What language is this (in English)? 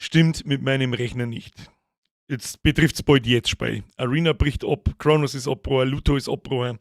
Bavarian